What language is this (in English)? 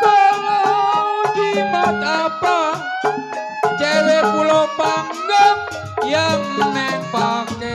Betawi